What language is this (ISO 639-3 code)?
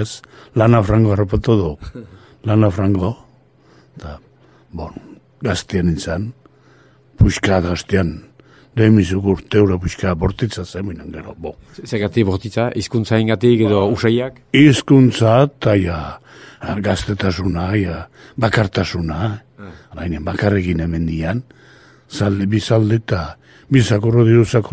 eus